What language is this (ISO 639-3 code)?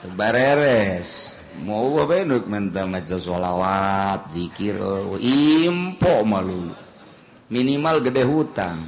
sun